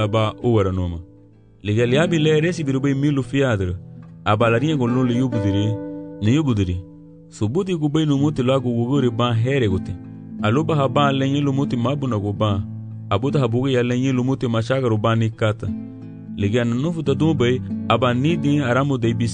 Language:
Garifuna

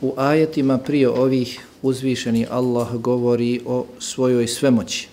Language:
Bosnian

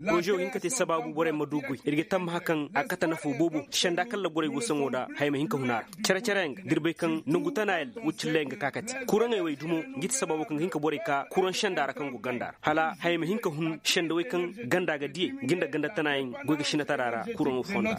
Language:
Koyraboro Senni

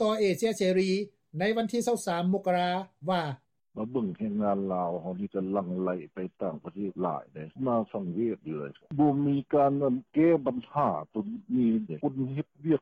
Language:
Lao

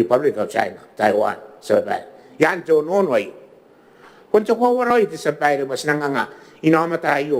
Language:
Gilbertese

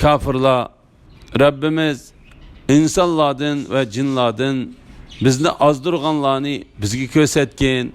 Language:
Uyghur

